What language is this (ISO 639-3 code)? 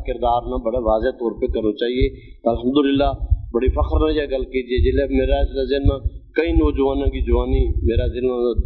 gju